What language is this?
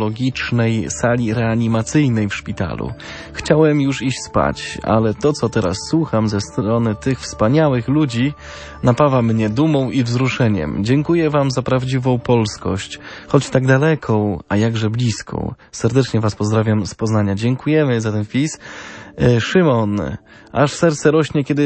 Polish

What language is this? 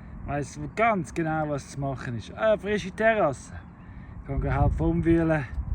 Swiss German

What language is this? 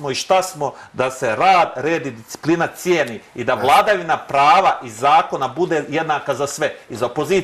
Serbian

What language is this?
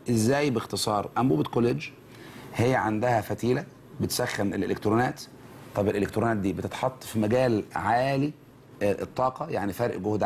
Egyptian Arabic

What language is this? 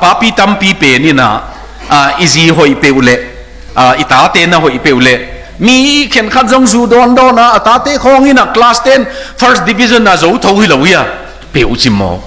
Tedim Chin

